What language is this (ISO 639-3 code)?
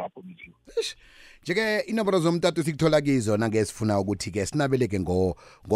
nbl